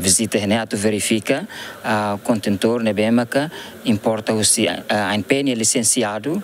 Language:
Tetum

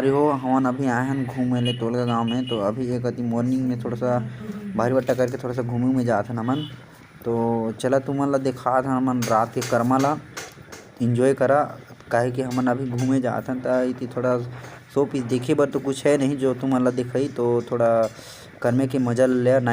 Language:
Chhattisgarhi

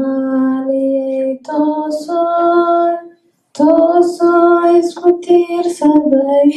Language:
Somali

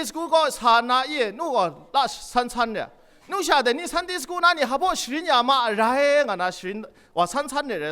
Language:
Kachin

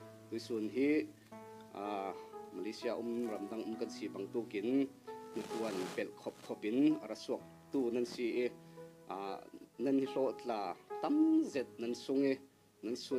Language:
Falam Chin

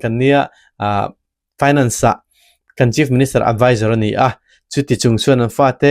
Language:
Mizo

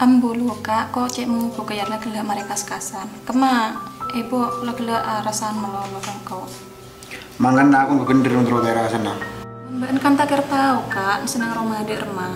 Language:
Madurese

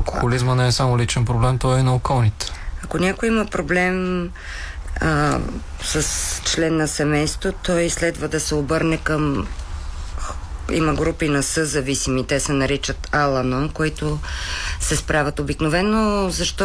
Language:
Bulgarian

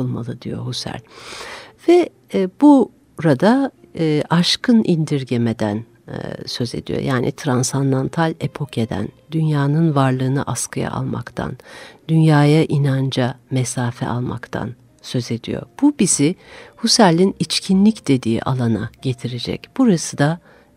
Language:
Turkish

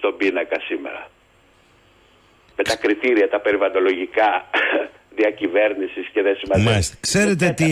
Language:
Greek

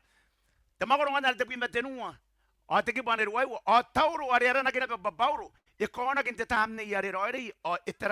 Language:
Gilbertese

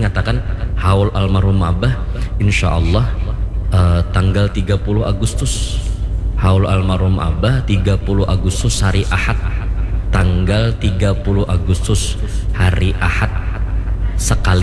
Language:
Banjar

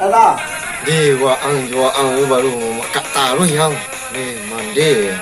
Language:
Minangkabau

